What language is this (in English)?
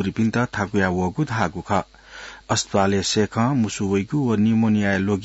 Newari